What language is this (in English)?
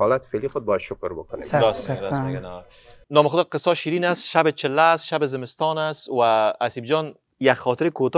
Persian